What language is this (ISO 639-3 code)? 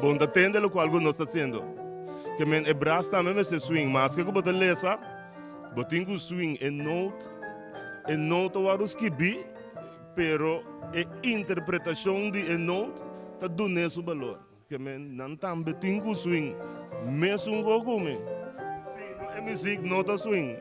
pap